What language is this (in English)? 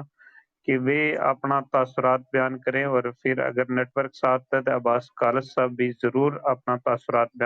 Gujari